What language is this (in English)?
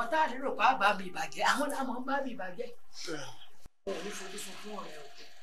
Yoruba